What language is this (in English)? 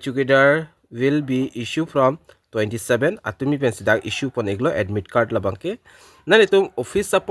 Karbi